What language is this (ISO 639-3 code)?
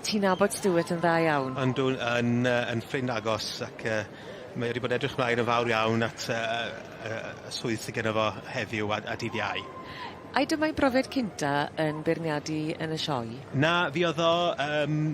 cym